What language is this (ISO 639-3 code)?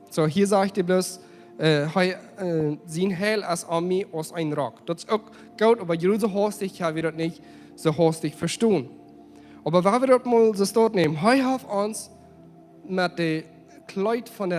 pdt